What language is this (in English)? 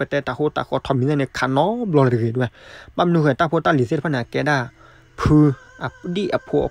S'gaw Karen